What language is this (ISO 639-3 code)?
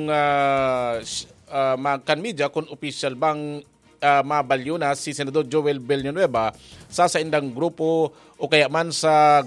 bik